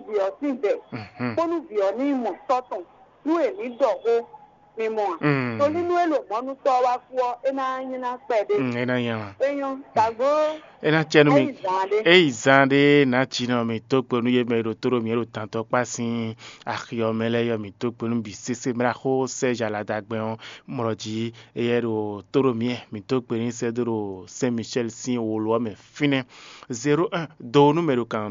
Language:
Fon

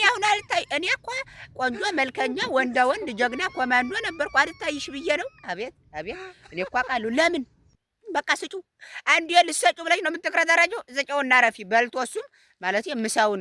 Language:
Amharic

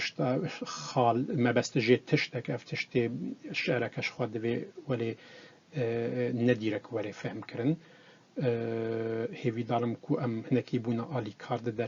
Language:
Kurdish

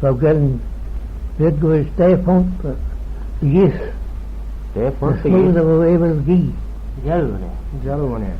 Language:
Manx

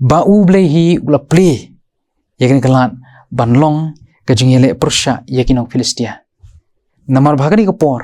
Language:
Khasi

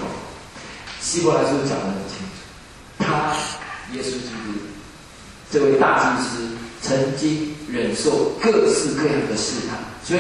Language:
Chinese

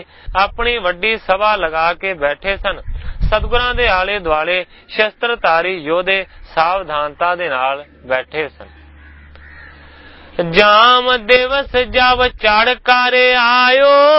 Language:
Punjabi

